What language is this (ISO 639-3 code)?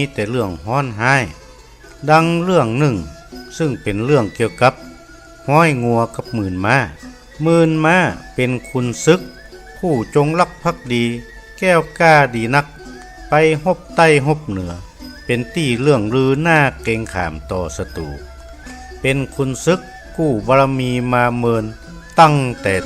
nod